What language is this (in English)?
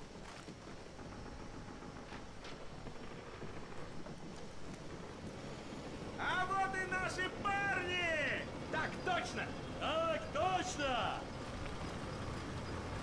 Russian